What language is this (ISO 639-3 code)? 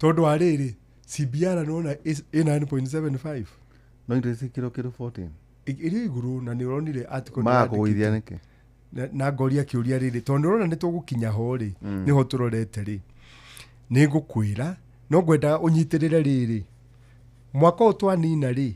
kik